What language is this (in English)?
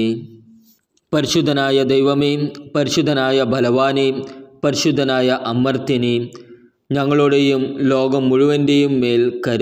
Malayalam